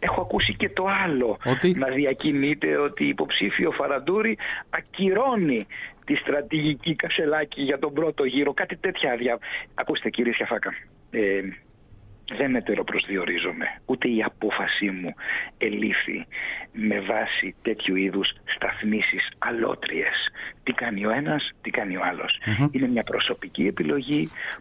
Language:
Greek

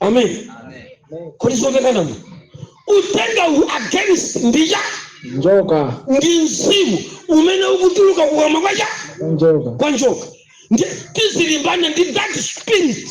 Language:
Nyanja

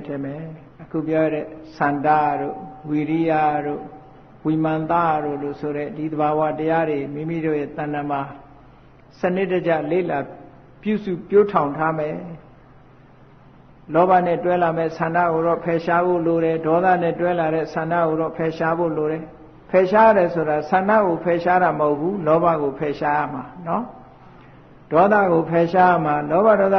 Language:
Burmese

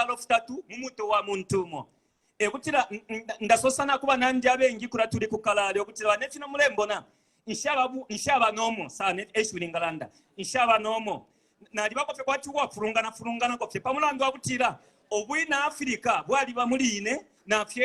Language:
Bemba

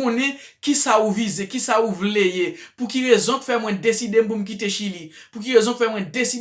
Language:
Haitian Creole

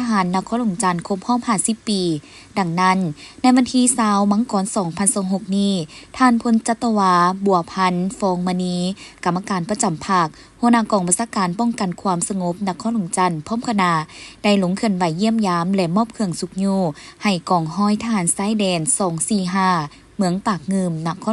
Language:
Lao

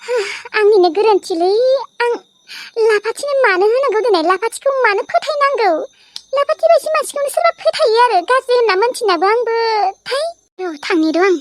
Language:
Bodo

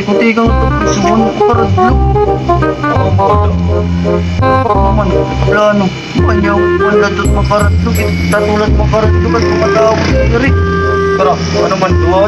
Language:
Waray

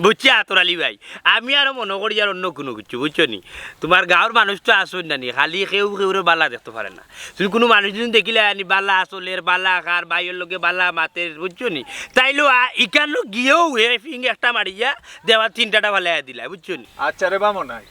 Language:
Sylheti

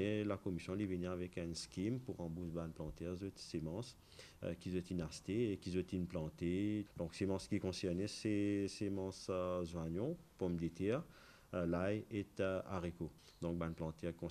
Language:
Morisyen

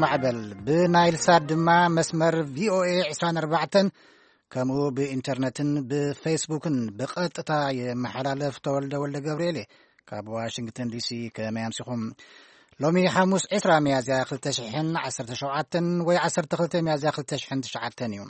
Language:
Tigrinya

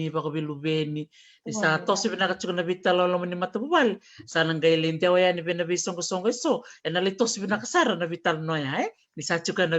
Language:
Fijian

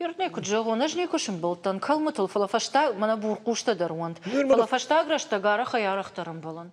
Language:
Ossetic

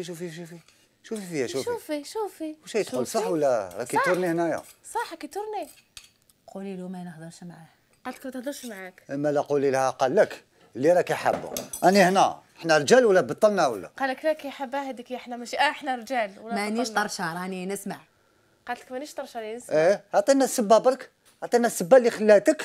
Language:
Algerian Arabic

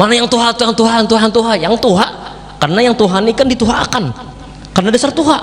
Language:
Banjar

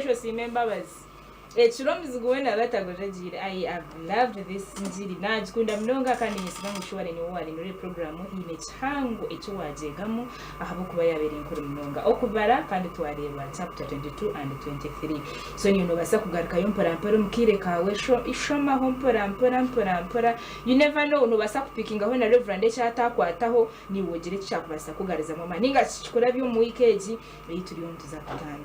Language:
Nyankole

